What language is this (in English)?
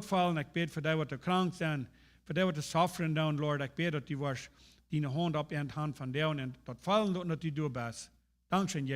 Plautdietsch